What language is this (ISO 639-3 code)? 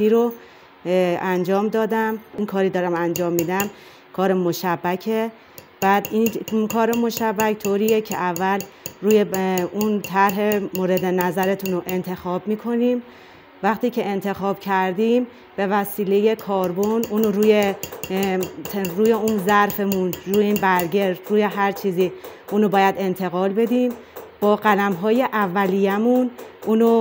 fas